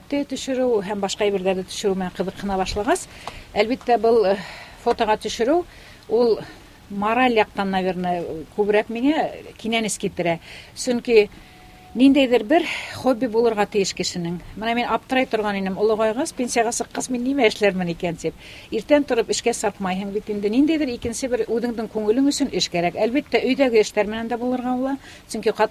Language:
Bashkir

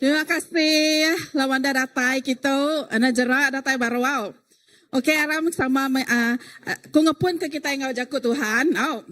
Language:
Iban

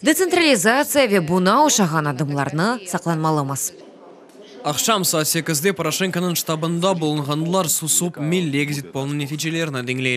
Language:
Crimean Tatar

